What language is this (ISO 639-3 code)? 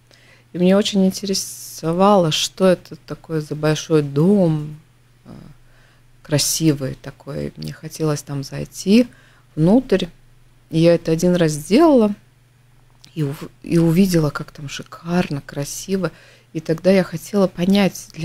rus